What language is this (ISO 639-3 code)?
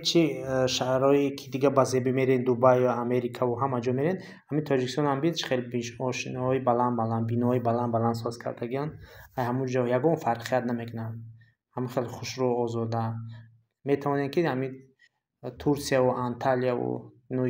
tgk